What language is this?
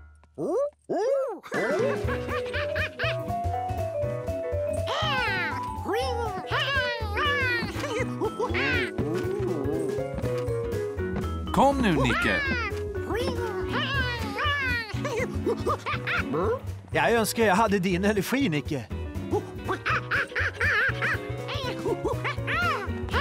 Swedish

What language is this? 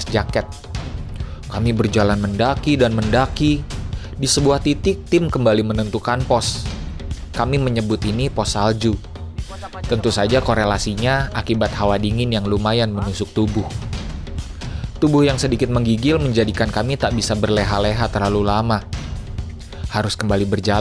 Indonesian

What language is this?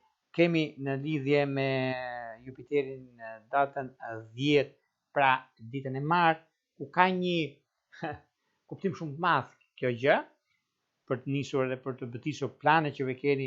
Albanian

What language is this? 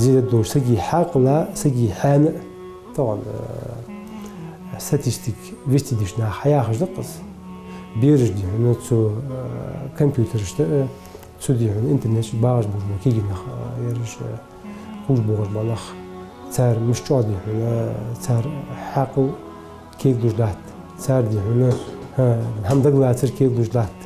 Ingush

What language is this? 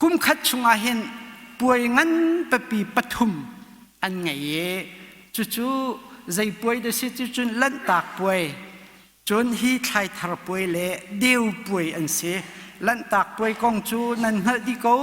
Hakha Chin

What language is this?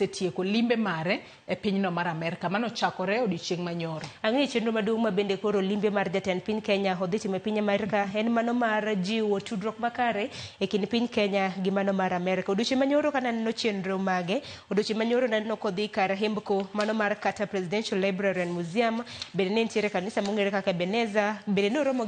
Luo (Kenya and Tanzania)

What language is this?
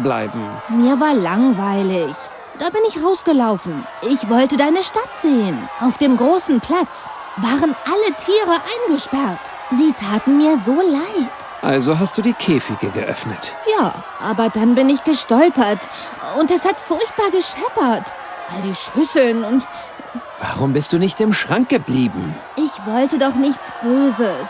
Bavarian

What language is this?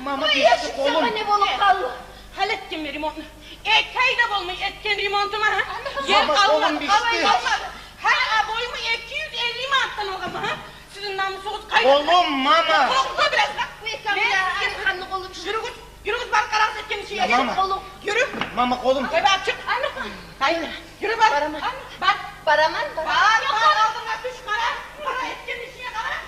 Kumyk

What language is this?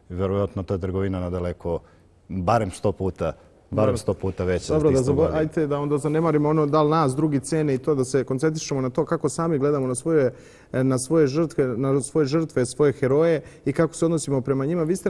Bosnian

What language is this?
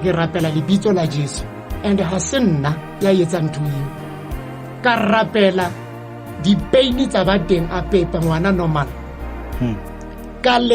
Southern Sotho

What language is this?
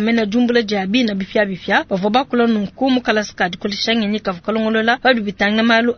Luba-Lulua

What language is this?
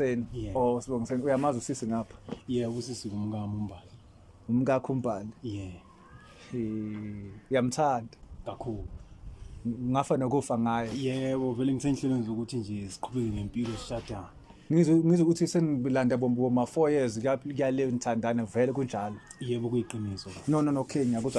Zulu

